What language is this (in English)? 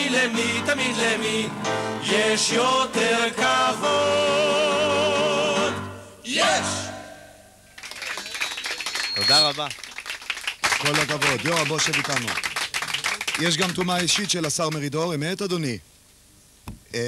Hebrew